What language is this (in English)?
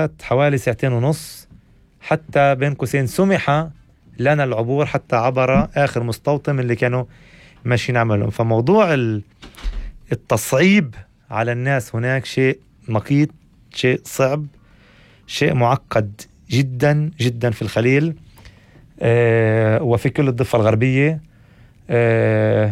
North Levantine Arabic